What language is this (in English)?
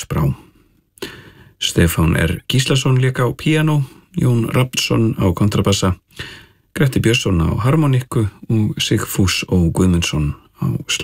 Icelandic